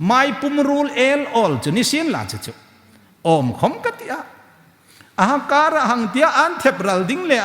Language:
Hmar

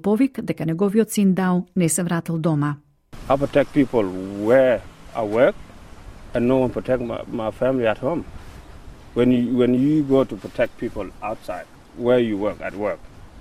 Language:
Macedonian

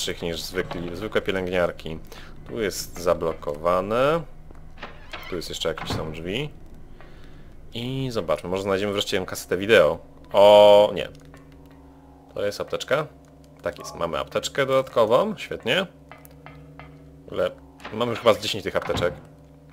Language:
Polish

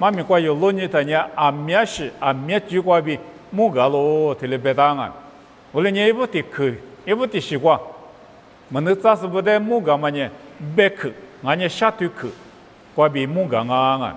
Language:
Lisu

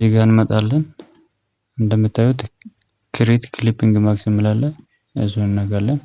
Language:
Amharic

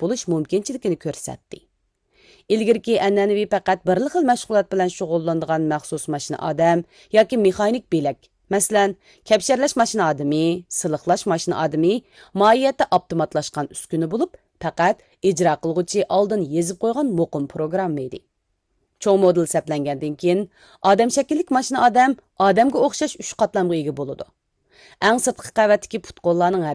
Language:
Uyghur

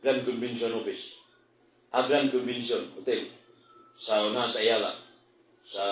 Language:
Cebuano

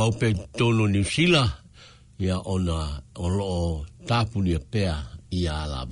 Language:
Samoan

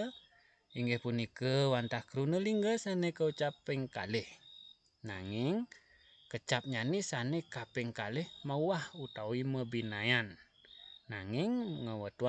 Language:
Balinese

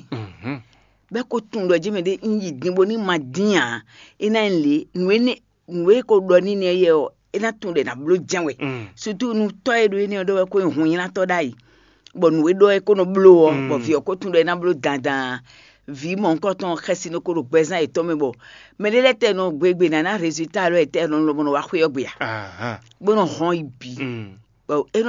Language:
Fon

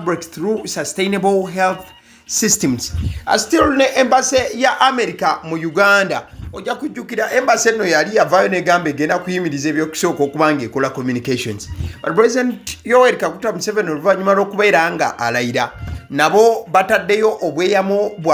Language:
Ganda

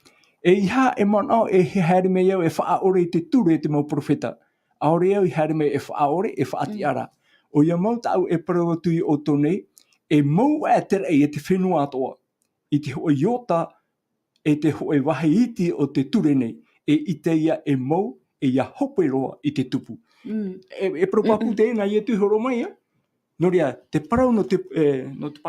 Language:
Tahitian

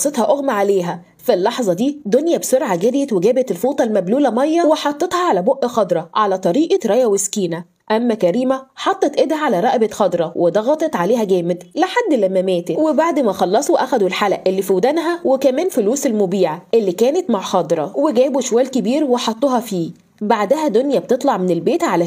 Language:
Egyptian Arabic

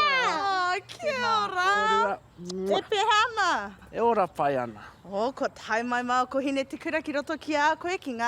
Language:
Māori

